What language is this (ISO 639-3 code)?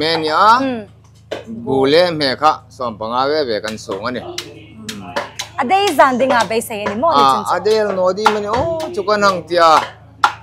hmr